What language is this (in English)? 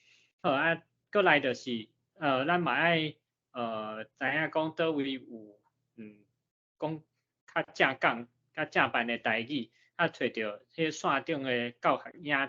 Min Nan Chinese